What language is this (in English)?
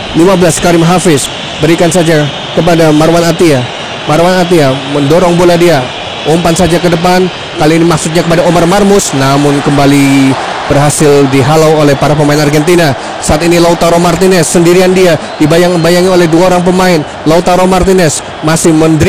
Indonesian